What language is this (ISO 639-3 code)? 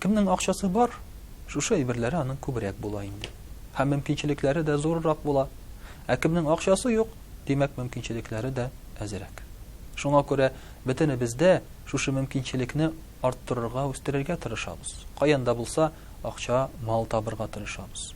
tat